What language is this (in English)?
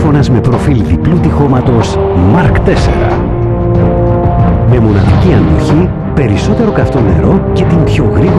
Greek